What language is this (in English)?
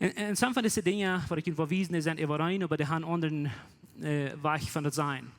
Plautdietsch